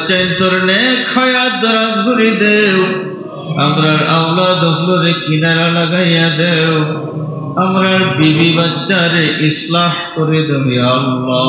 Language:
Sylheti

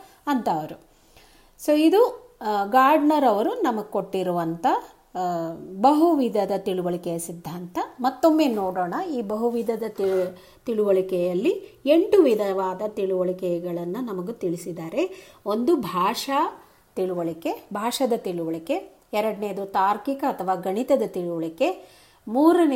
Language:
Kannada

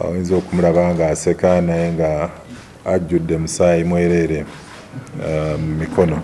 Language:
Ganda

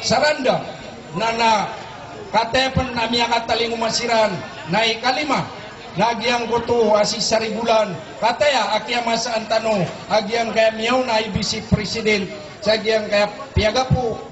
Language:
Maranao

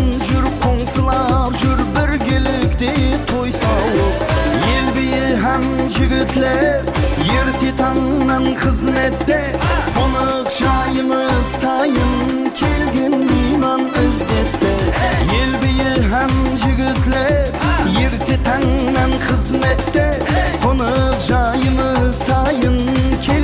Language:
Kara-Kalpak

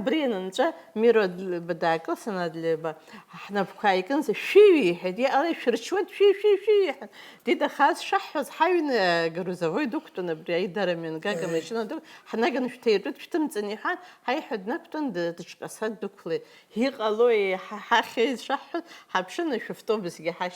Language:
Abkhazian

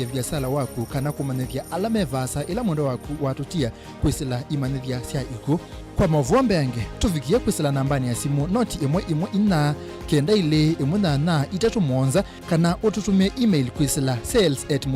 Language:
Kamba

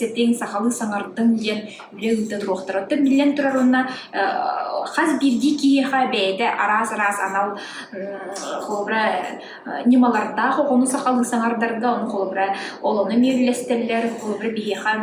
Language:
Yakut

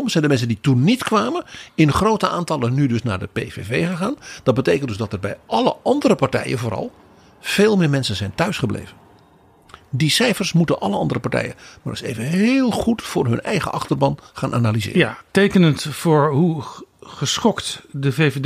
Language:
Dutch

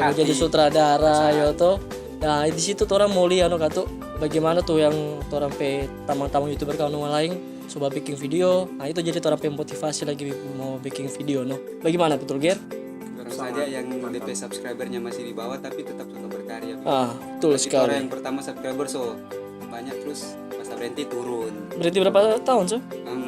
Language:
Manado Malay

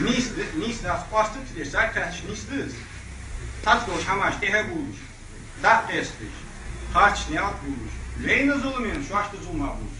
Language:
Ingush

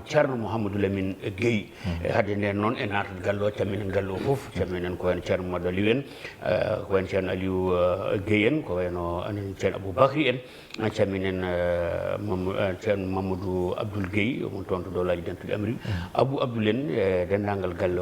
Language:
Fula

